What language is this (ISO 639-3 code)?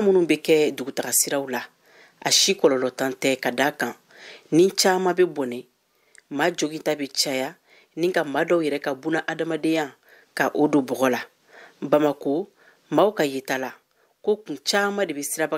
bam